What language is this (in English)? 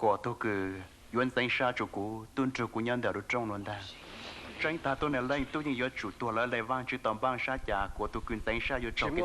Hmong